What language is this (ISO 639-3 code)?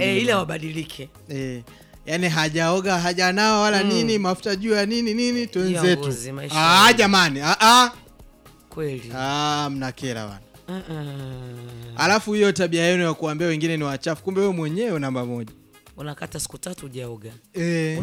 swa